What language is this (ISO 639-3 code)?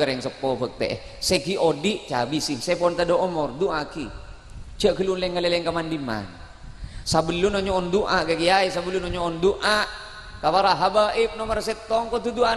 mad